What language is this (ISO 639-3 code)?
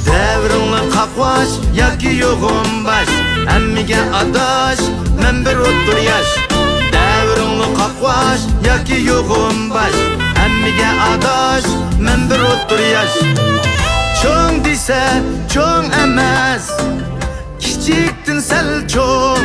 uig